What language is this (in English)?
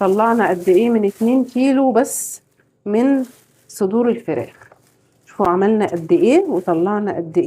Egyptian Arabic